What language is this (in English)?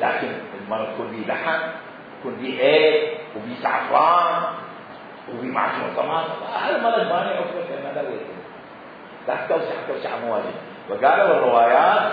Mesopotamian Arabic